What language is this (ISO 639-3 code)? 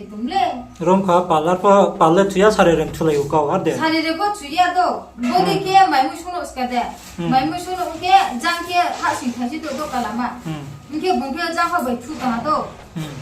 ria